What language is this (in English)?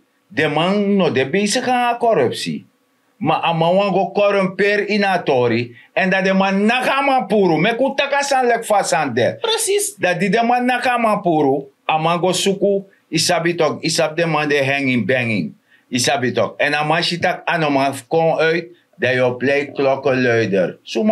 Sranan Tongo